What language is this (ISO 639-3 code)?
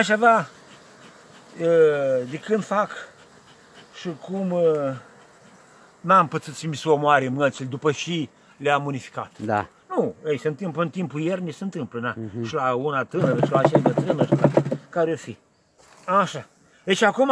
ron